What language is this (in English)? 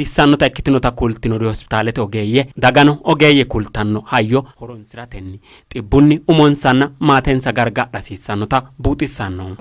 Sidamo